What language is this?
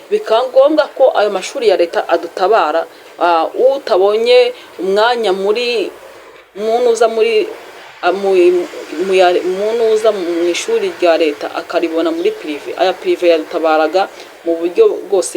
Kinyarwanda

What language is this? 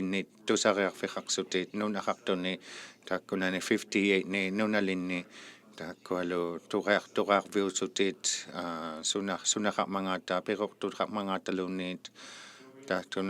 Inuktitut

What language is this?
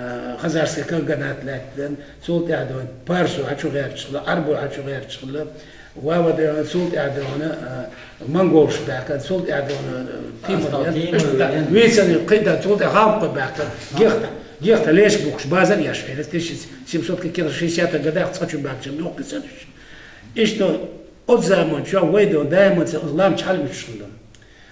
Chechen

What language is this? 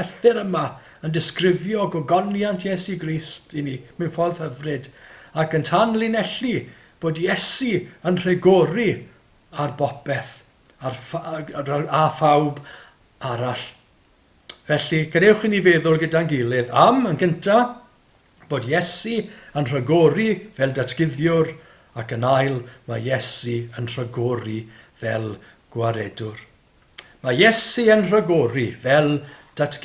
Welsh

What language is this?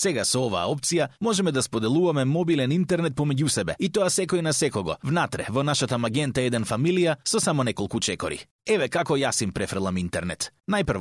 Macedonian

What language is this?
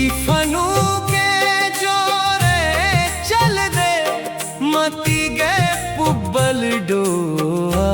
Dogri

